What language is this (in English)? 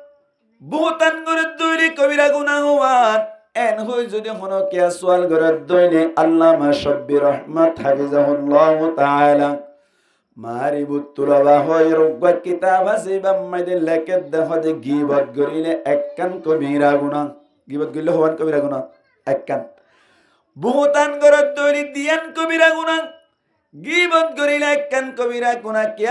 Rohingya